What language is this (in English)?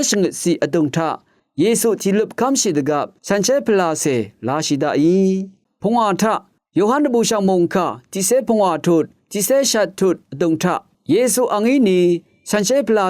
Rawang